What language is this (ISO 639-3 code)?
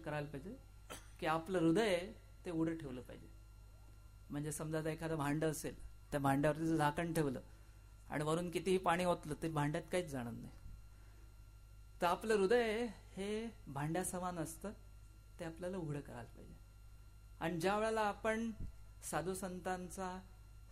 mar